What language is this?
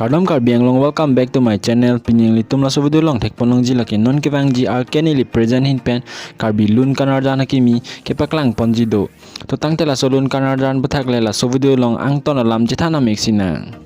Karbi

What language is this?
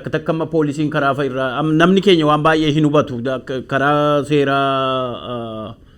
Oromo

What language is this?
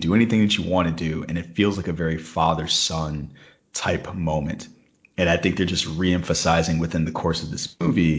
English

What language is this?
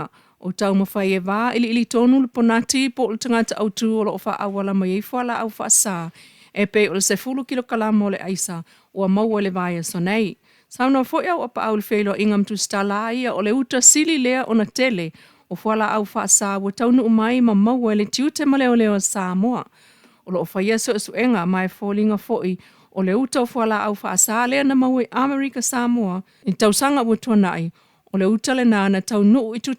Samoan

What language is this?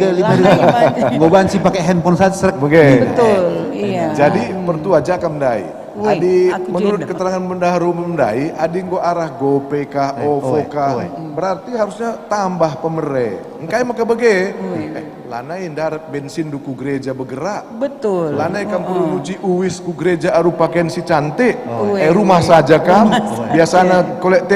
Batak Karo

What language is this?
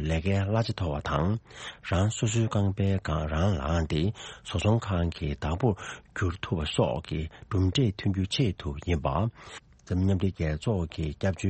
Tibetan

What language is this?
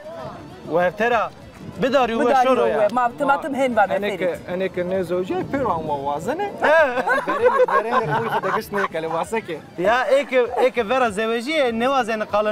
Zaza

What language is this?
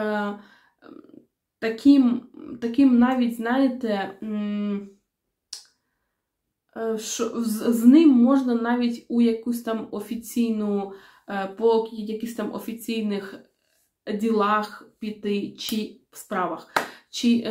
Ukrainian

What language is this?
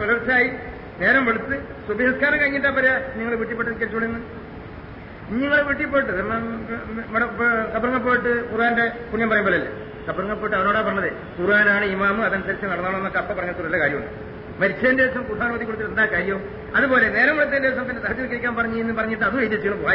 Malayalam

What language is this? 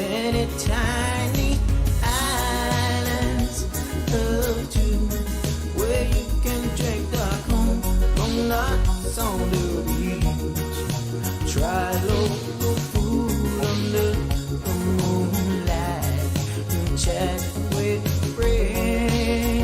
Pohnpeian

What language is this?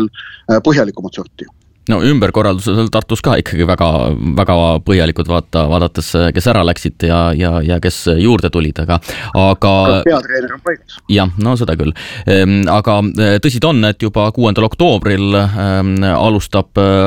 Estonian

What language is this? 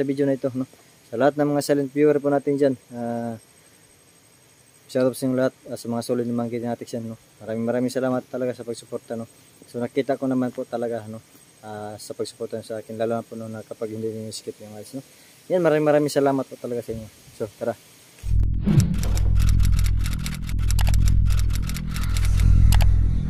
Filipino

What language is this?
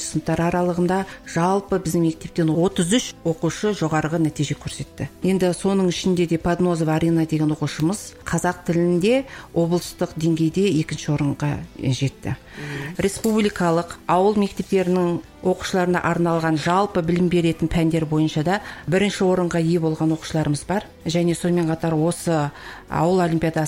Kazakh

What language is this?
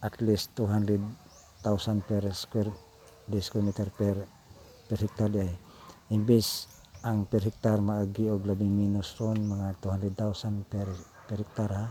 Cebuano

